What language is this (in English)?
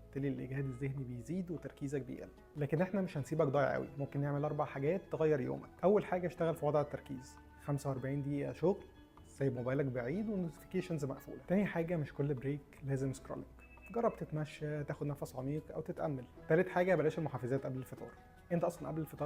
Egyptian Arabic